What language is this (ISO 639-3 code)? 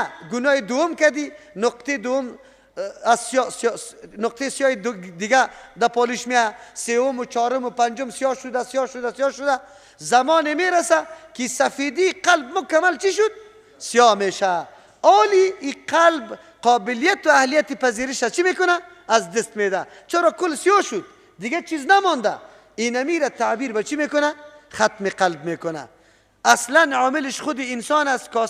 fas